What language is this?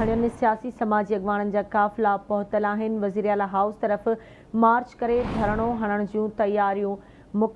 Sindhi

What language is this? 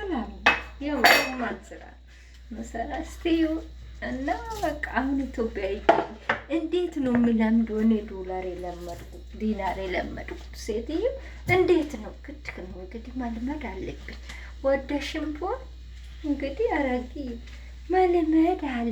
Amharic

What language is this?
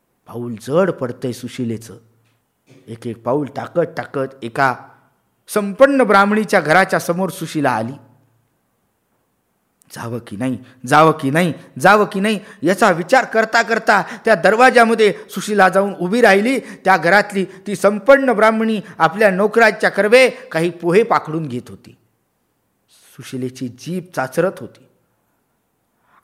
Marathi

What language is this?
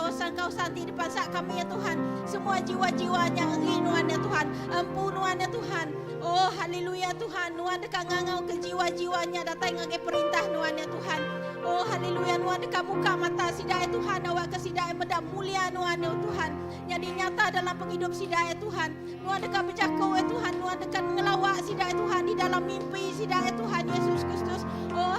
Iban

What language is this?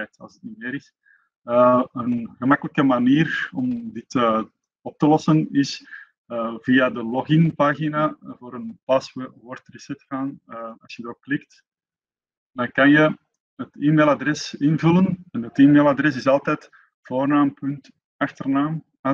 Dutch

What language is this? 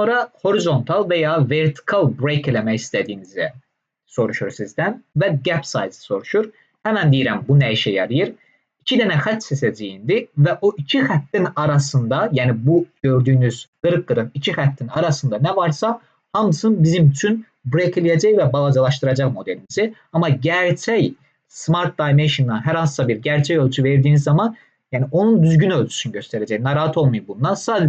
Azerbaijani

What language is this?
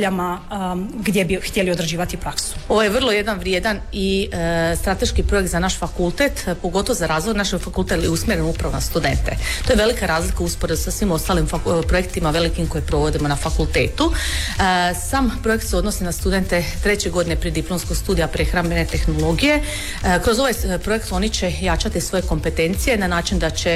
Croatian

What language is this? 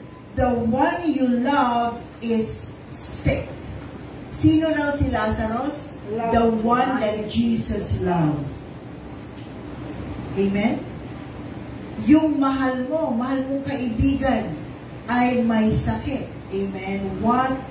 Filipino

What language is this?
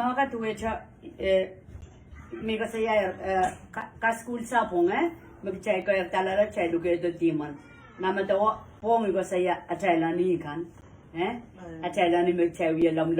Pohnpeian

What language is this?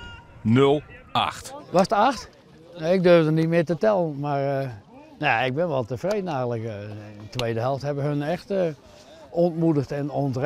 Western Frisian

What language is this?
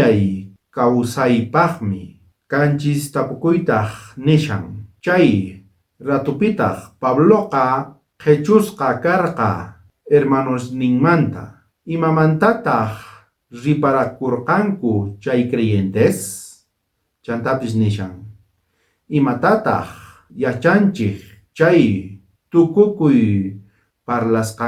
South Bolivian Quechua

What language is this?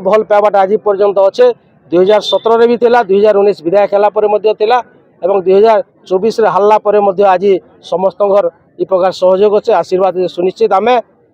Sambalpuri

